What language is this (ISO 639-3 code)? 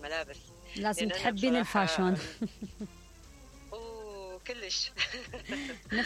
acm